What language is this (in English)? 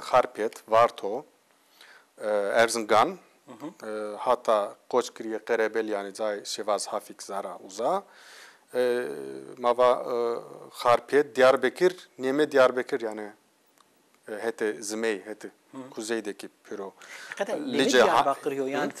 Zaza